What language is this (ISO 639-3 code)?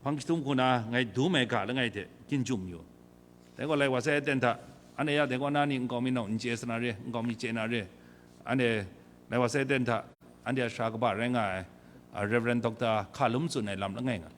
kac